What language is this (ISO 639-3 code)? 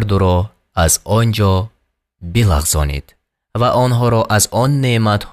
tgk